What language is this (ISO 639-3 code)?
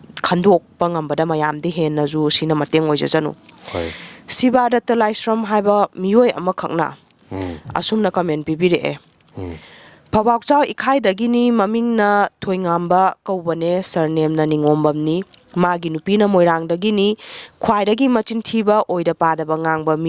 mni